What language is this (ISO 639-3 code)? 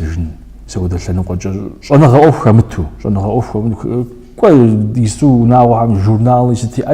kbd